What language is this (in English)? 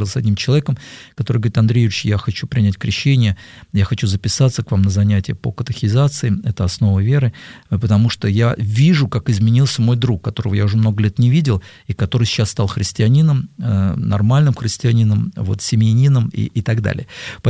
Russian